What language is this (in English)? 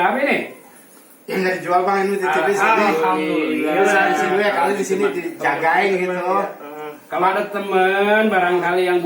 Betawi